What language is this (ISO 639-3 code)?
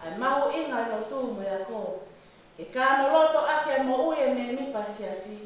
ton